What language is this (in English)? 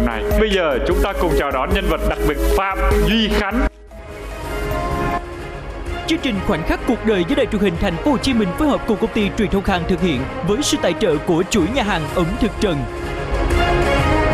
Vietnamese